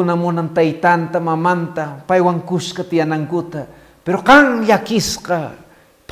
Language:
Quechua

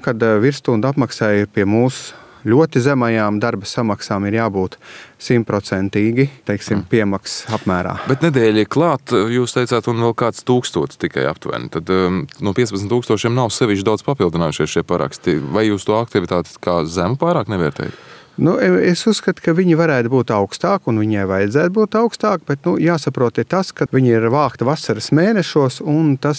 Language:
Latvian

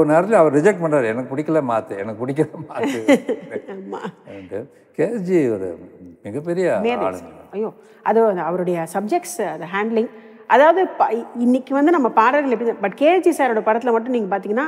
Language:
Tamil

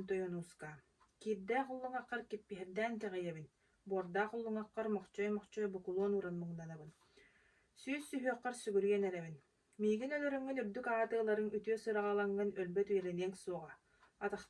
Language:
Yakut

